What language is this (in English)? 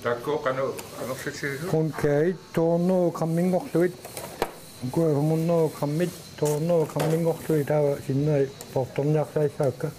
Kalaallisut